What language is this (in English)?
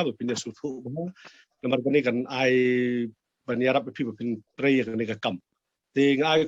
Khasi